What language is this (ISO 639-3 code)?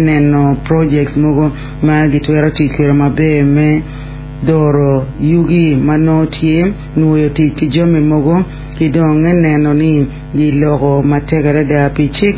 ach